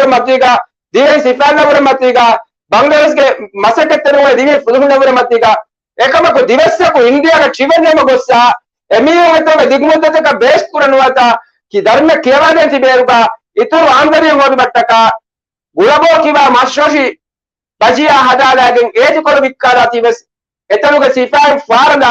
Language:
Divehi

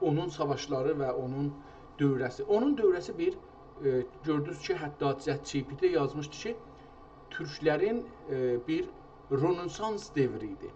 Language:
South Azerbaijani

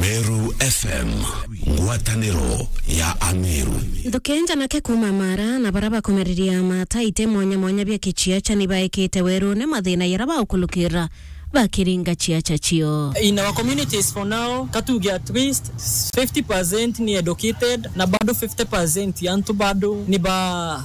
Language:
Meru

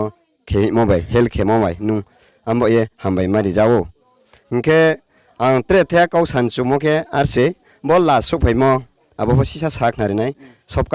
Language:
Riang (India)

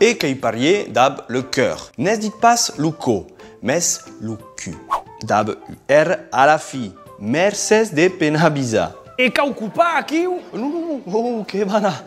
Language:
Occitan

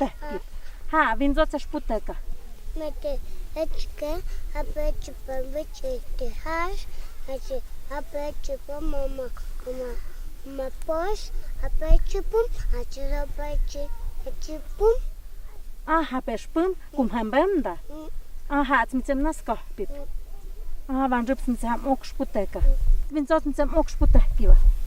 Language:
Totontepec Mixe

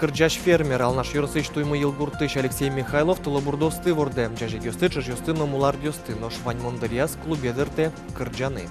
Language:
Udmurt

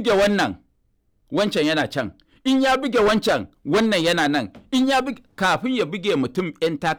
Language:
Hausa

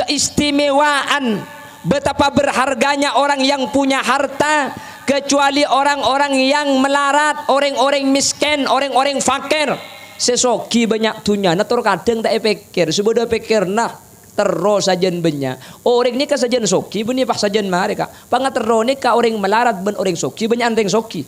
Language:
Madurese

